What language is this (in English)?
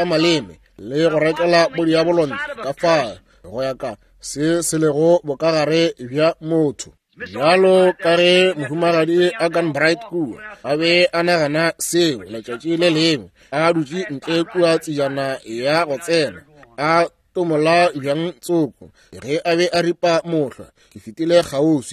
Northern Sotho